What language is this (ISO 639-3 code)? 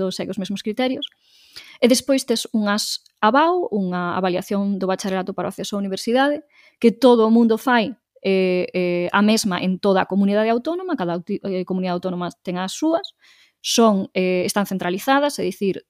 glg